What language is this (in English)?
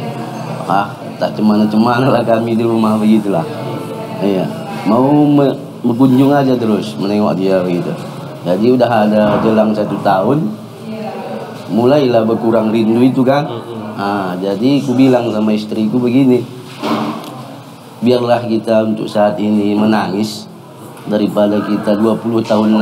Indonesian